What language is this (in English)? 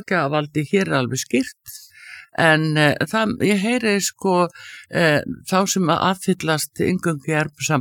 Icelandic